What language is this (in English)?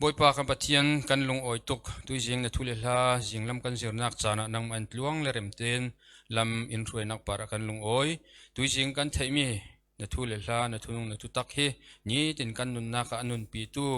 Falam Chin